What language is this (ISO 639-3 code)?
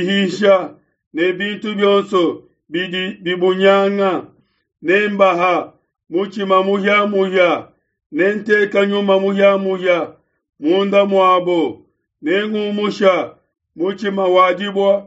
lua